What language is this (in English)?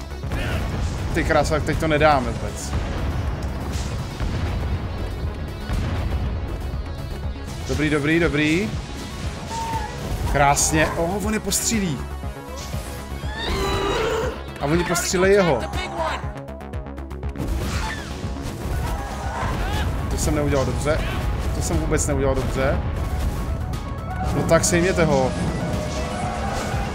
Czech